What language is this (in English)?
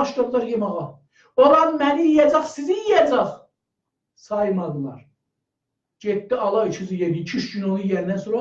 South Azerbaijani